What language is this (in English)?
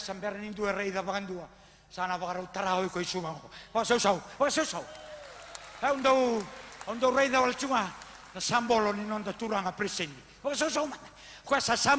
Fijian